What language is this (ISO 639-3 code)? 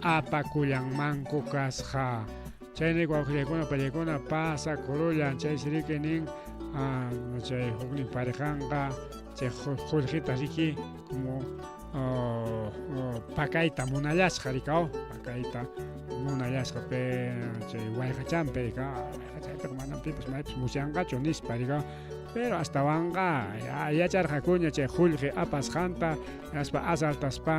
quy